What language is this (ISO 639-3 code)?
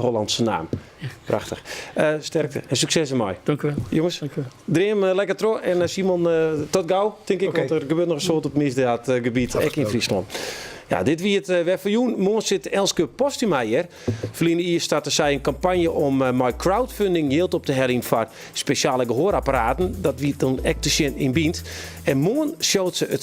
fry